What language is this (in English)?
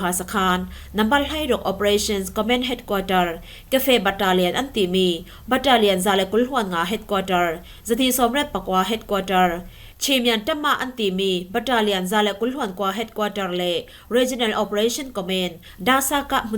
Falam Chin